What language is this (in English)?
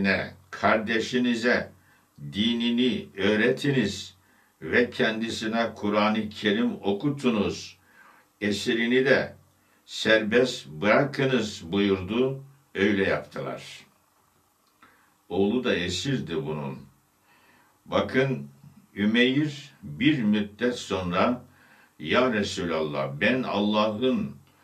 Turkish